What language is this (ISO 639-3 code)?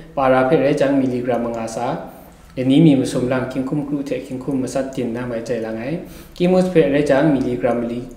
kac